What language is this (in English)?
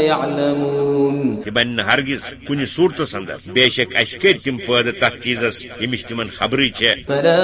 Kashmiri